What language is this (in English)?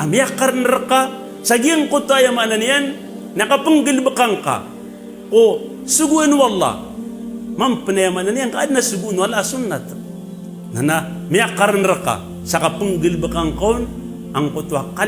Maranao